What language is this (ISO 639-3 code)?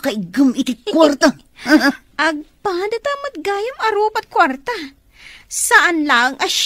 ilo